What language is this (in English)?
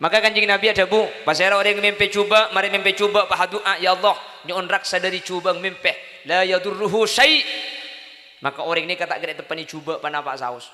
Madurese